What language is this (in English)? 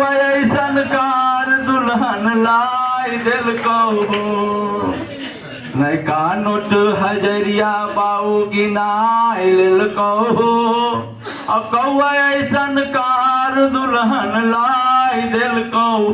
Magahi